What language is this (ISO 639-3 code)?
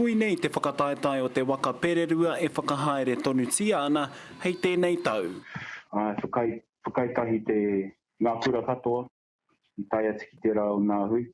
mri